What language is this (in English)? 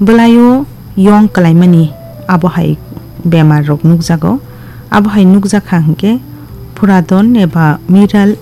Kok Borok